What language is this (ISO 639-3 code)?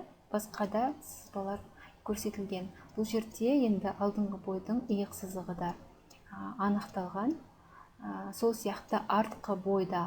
kaz